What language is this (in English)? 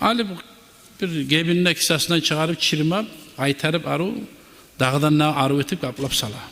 Kumyk